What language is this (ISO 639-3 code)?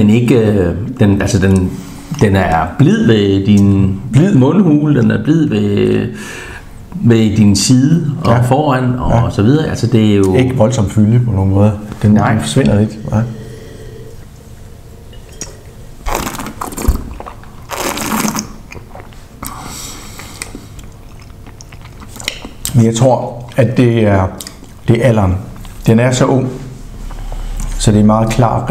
dan